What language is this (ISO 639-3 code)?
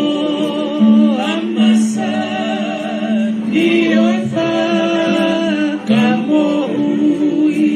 ton